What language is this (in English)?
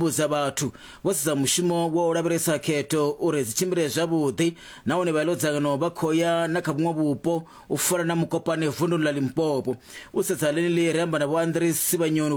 Venda